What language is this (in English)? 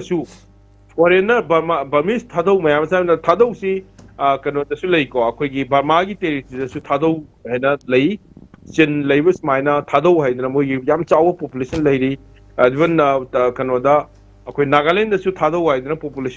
Manipuri